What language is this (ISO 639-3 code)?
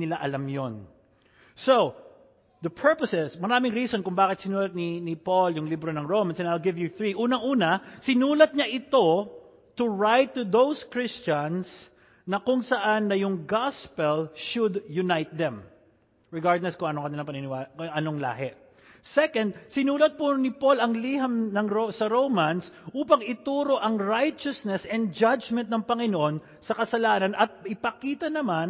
fil